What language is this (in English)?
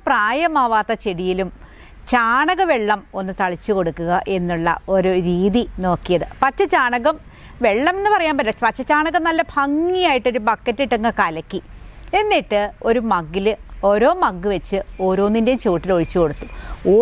Malayalam